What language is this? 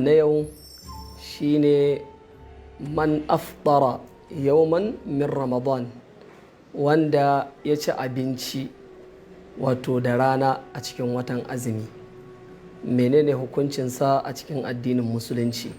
Hausa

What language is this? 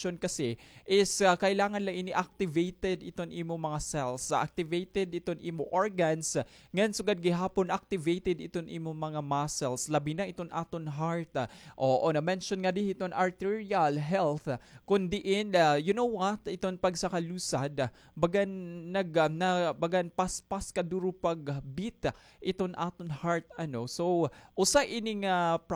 Waray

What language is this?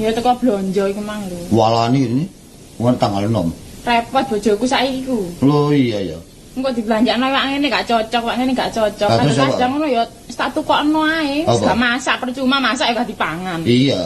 Javanese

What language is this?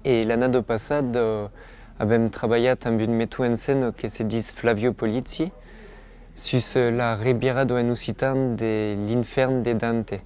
Occitan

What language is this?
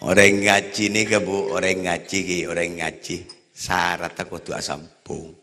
Madurese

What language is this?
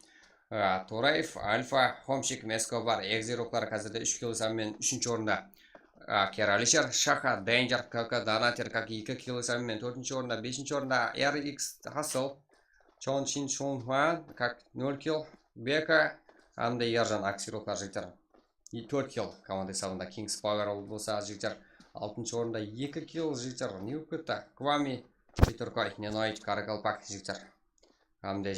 Kara-Kalpak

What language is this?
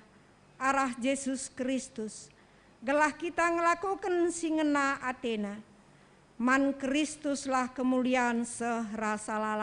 Batak Karo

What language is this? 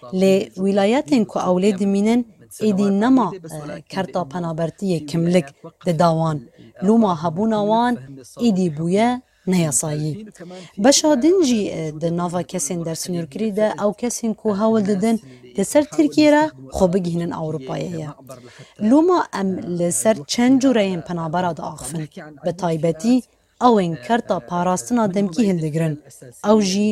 Kurdish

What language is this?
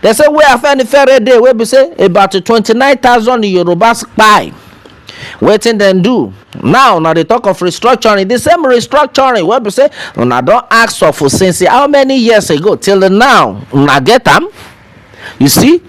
Nigerian Pidgin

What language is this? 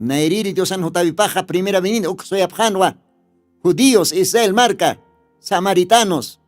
Aymara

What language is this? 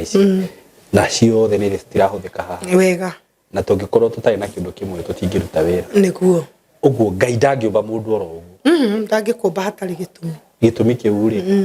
Kikuyu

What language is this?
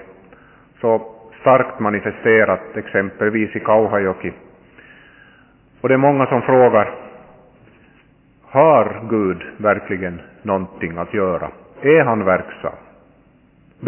Swedish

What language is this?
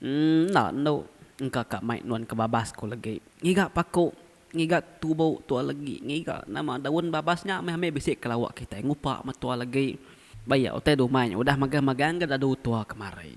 Iban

